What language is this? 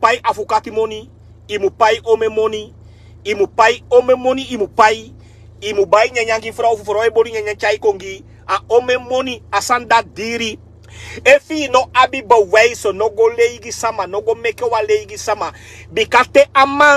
Sranan Tongo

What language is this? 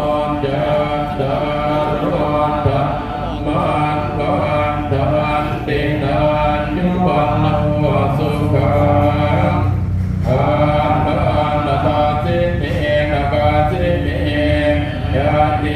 Pali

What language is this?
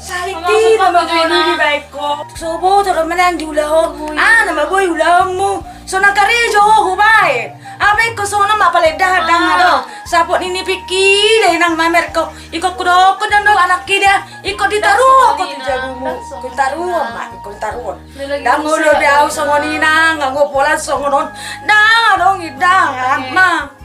Batak Toba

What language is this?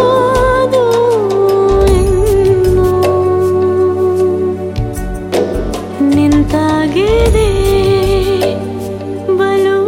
Kannada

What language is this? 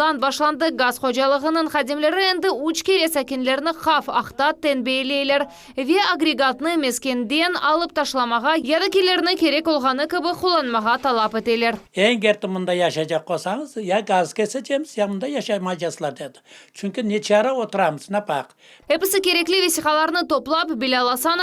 Crimean Tatar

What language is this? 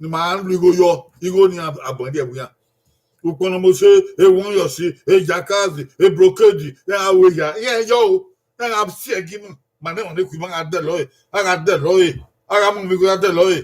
Bini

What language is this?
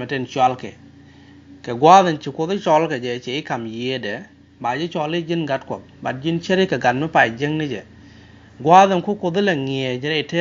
Nuer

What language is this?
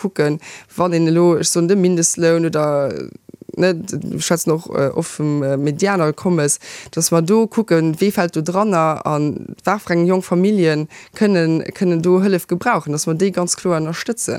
Luxembourgish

